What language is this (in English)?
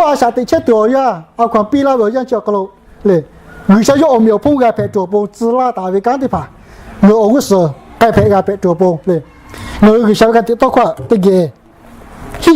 Lahu